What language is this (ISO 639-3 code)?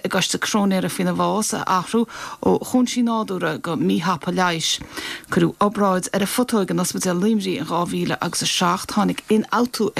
gle